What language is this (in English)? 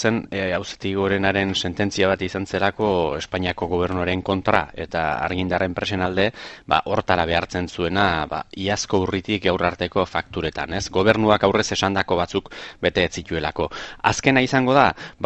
Basque